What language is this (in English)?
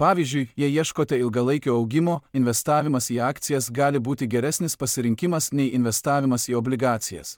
Lithuanian